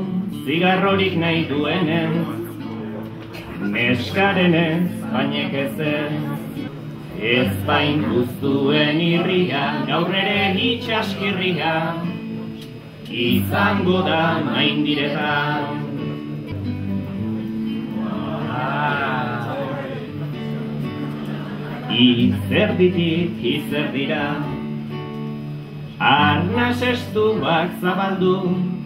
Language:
Basque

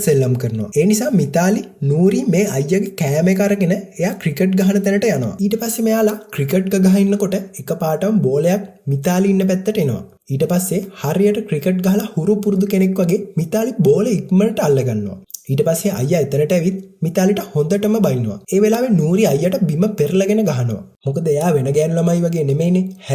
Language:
Sinhala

